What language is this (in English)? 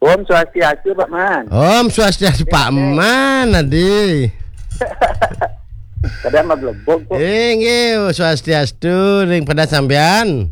Balinese